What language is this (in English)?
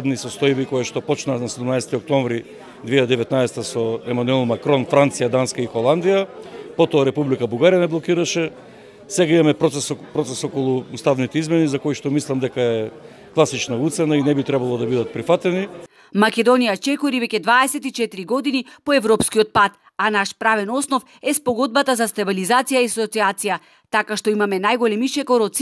Macedonian